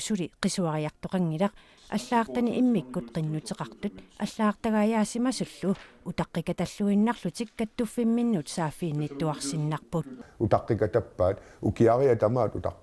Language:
Kalaallisut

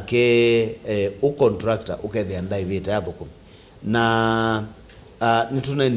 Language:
Kamba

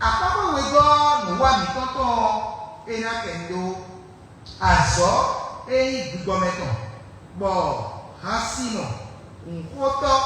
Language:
Fon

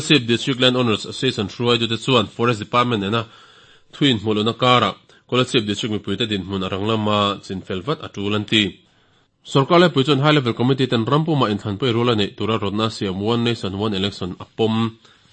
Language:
Mizo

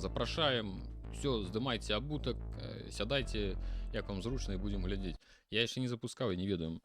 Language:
Belarusian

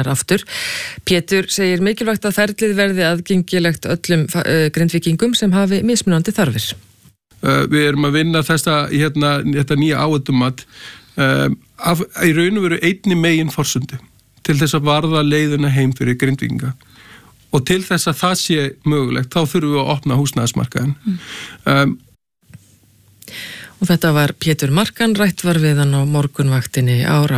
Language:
Icelandic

